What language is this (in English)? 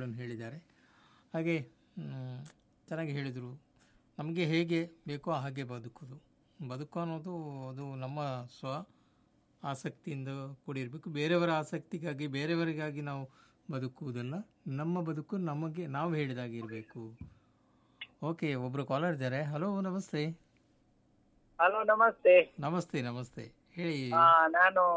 Kannada